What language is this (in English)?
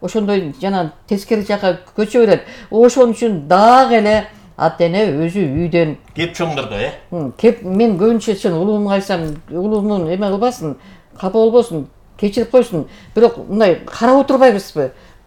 Kyrgyz